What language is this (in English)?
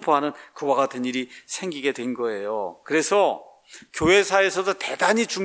Korean